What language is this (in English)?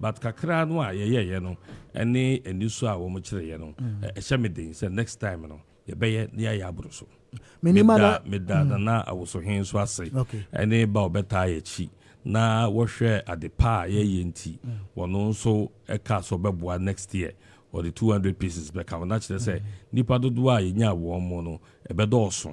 Akan